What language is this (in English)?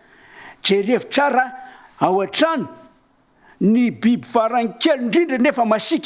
Malagasy